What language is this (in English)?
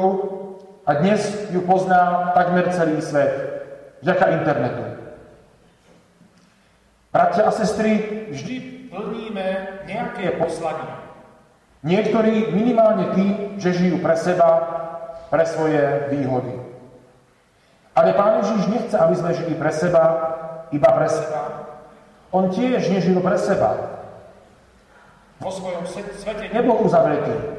Slovak